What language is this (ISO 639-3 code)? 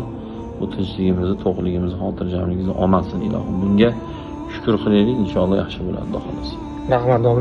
uzb